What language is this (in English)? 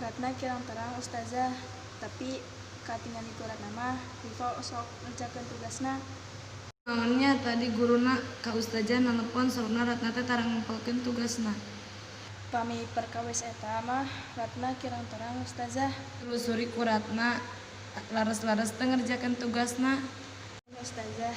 Sundanese